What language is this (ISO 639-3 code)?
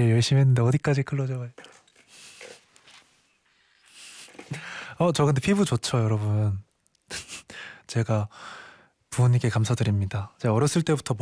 kor